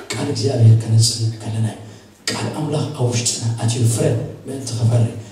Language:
Tigrinya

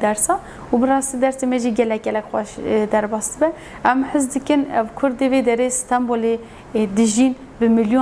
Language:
Kurdish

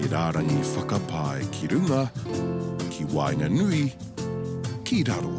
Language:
Māori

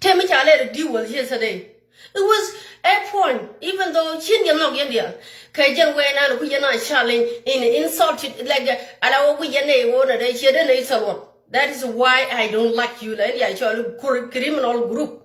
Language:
Nuer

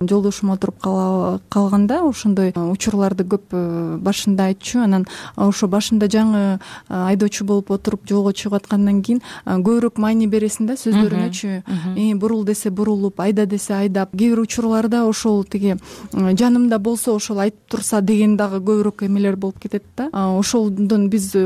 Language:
Kyrgyz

